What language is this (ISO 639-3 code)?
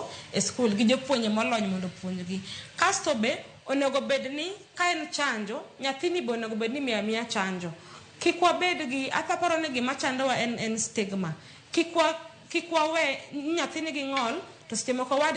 luo